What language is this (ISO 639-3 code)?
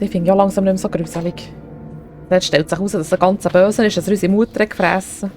gsw